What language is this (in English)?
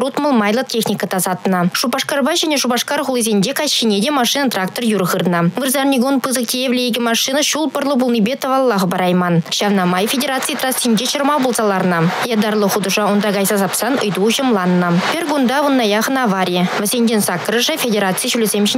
Chuvash